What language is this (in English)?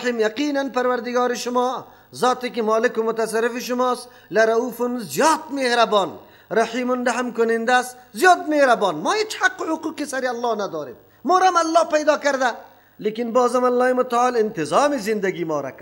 Persian